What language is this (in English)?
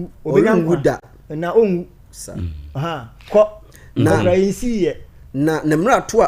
Akan